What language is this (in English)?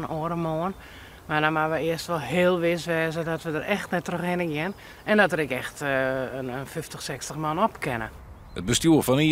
Western Frisian